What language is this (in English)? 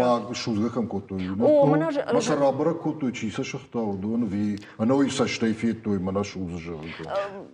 Ossetic